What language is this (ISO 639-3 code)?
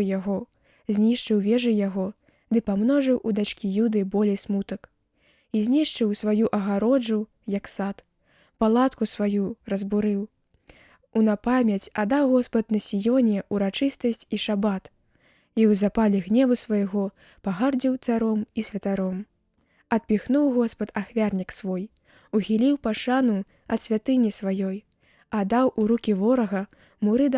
bel